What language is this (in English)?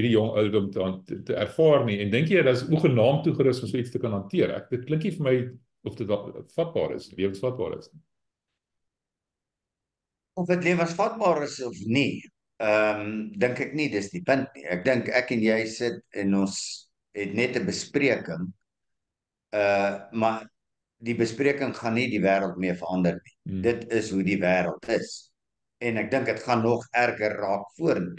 Afrikaans